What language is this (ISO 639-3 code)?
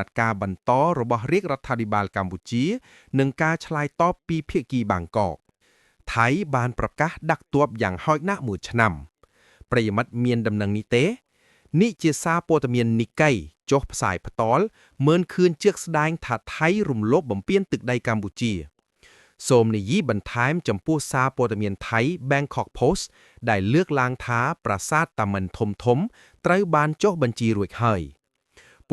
khm